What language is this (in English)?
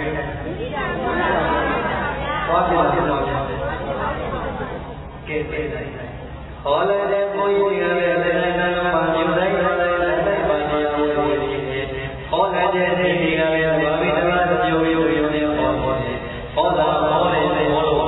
Burmese